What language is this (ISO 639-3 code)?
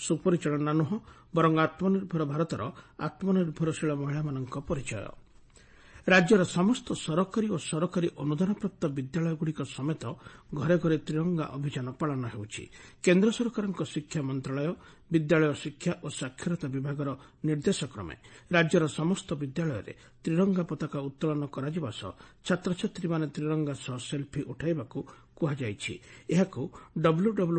ori